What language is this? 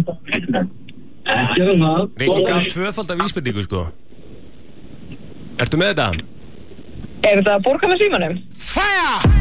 Icelandic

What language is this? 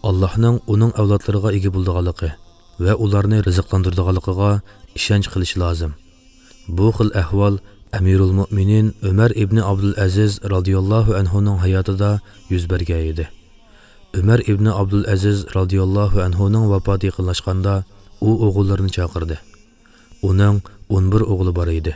Uyghur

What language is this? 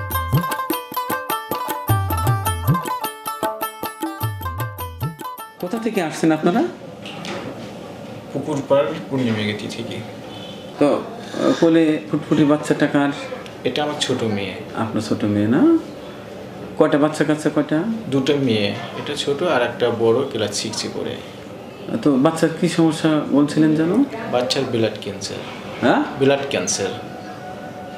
Bangla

